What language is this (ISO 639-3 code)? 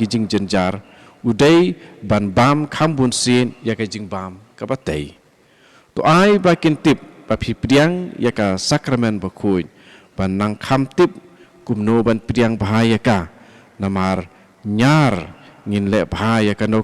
kha